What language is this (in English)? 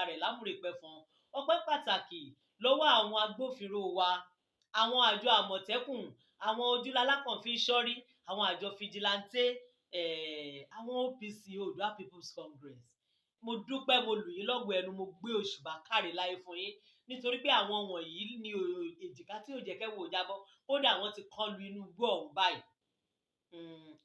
Yoruba